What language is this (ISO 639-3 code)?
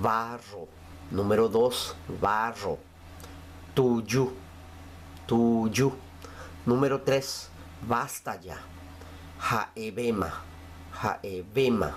grn